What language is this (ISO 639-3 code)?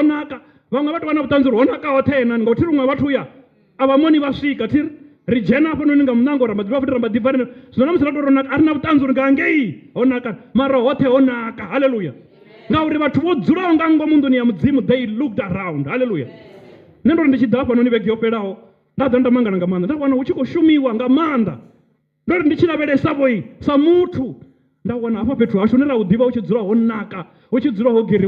ven